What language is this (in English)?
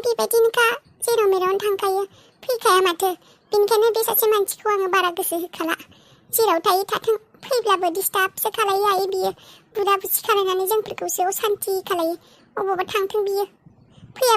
Bodo